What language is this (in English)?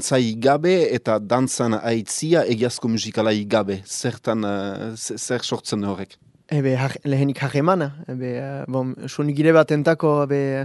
Basque